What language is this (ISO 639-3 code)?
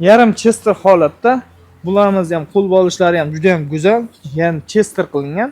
uzb